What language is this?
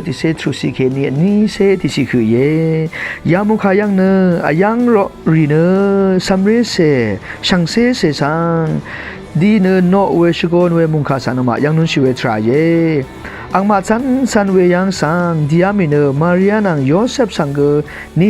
Rawang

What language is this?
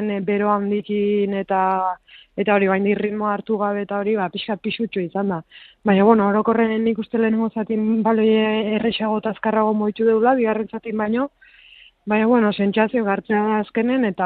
Basque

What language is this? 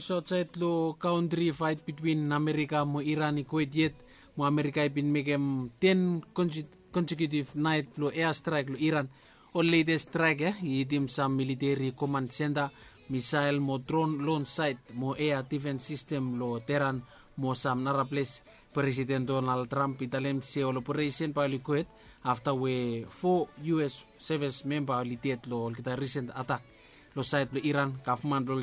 Bislama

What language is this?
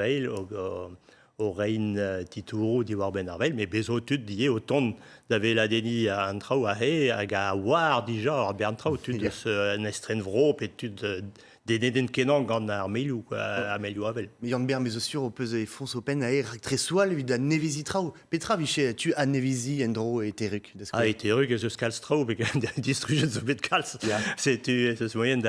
Breton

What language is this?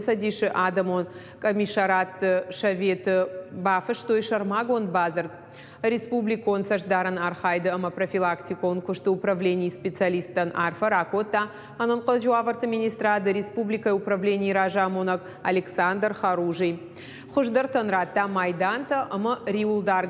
Ossetic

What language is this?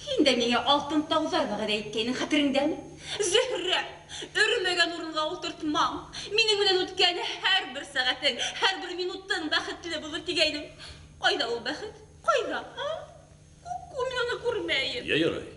Bashkir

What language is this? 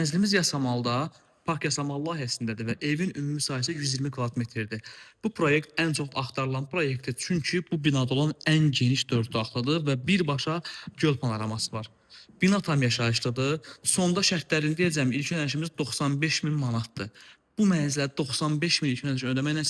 Azerbaijani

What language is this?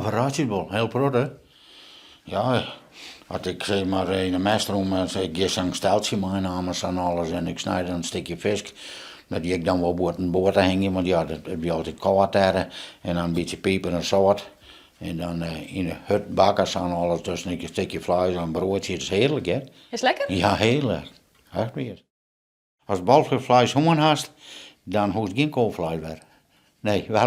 Western Frisian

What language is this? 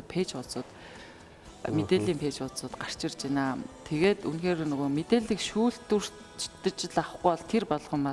Mongolian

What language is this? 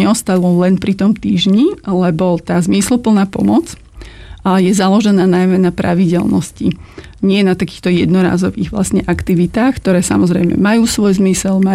Slovak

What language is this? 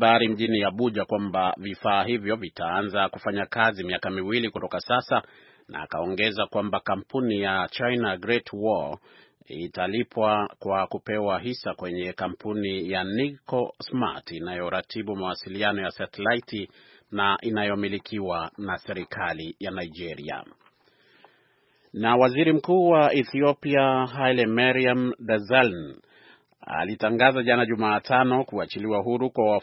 Swahili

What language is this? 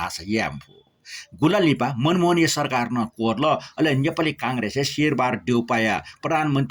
Newari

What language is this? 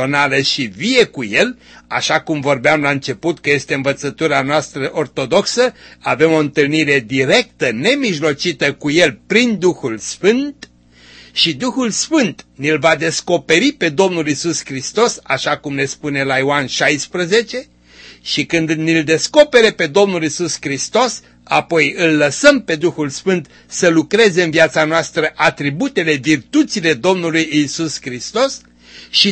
Romanian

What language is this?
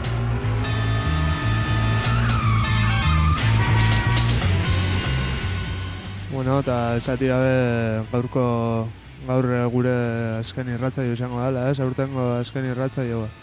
Basque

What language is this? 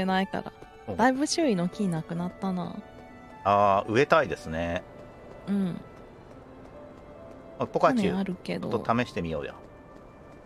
Japanese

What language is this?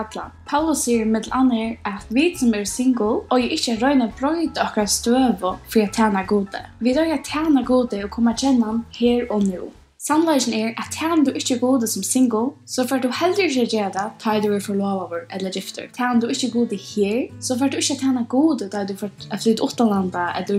Faroese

